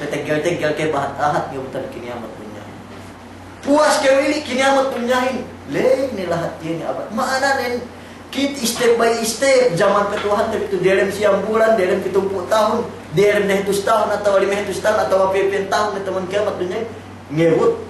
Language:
Yakan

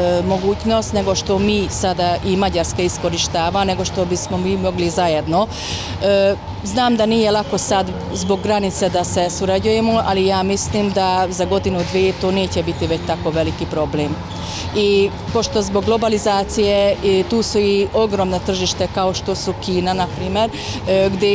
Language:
Serbian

